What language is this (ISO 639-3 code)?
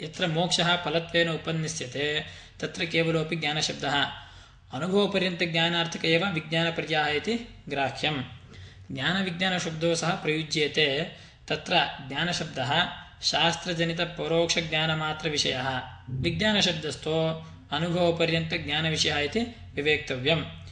san